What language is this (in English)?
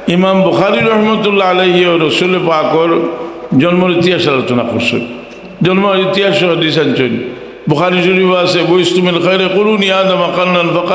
Sylheti